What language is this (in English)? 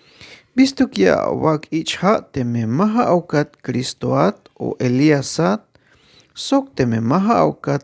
Tzeltal